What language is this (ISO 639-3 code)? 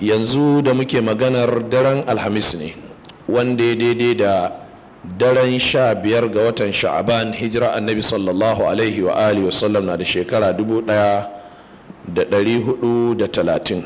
hau